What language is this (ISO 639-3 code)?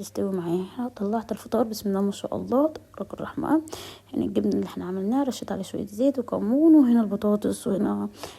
arz